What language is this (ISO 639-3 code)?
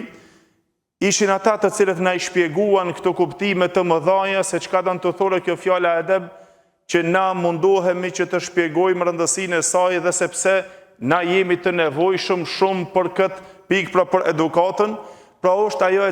sqi